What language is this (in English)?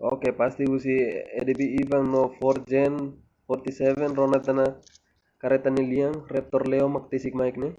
Tetum